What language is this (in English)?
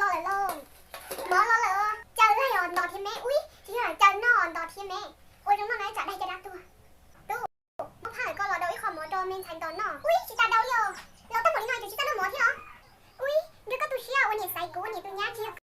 Hmong